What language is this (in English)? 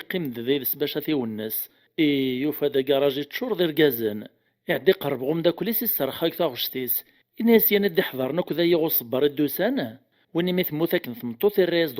Kabyle